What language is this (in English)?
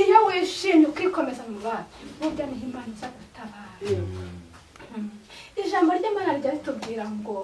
Kinyarwanda